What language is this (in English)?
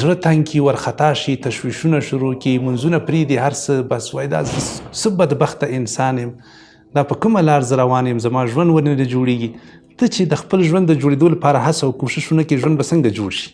Pashto